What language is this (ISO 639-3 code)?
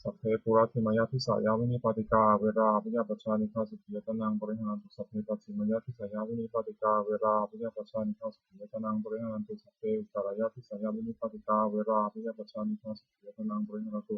pli